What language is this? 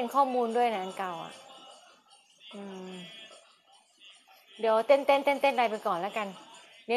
Thai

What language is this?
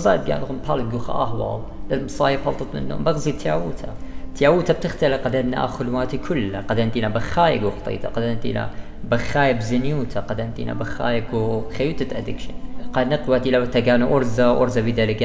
Assyrian Neo-Aramaic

